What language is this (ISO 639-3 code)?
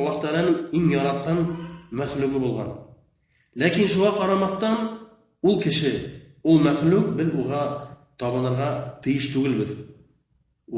bak